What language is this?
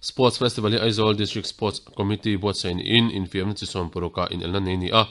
Mizo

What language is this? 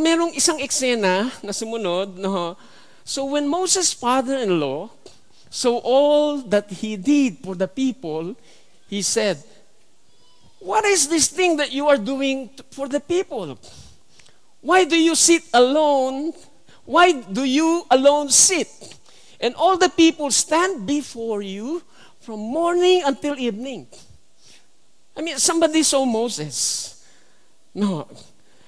Filipino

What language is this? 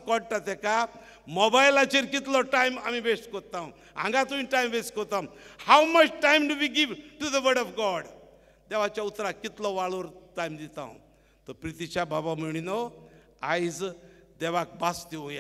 Konkani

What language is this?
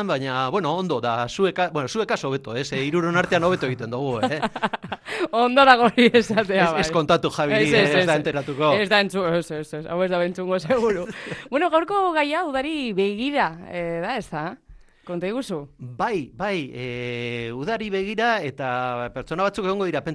Basque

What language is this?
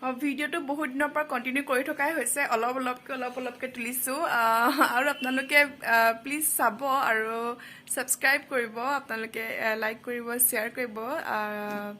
Assamese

